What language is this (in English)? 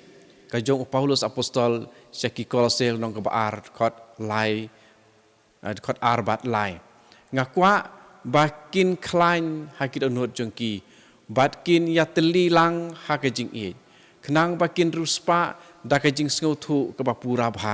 Khasi